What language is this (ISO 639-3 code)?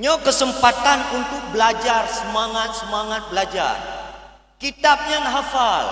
ace